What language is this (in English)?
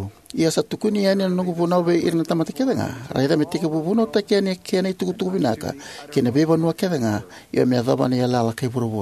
Fijian